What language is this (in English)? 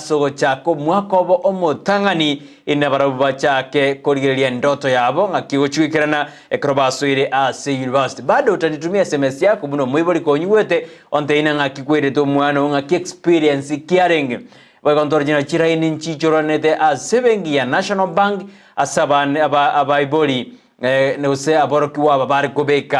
Gusii